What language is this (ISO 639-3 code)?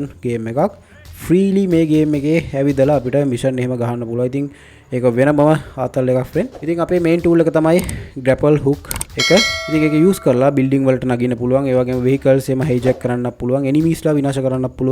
sin